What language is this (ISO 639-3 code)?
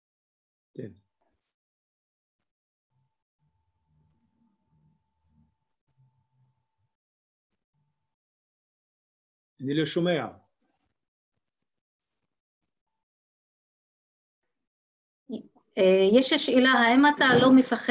heb